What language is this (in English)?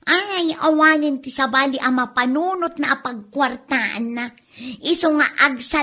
Iloko